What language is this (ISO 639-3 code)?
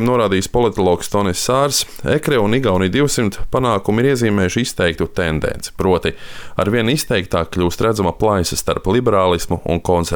lav